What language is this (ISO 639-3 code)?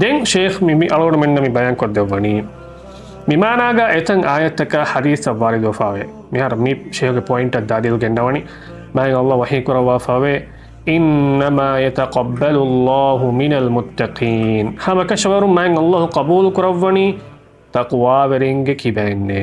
div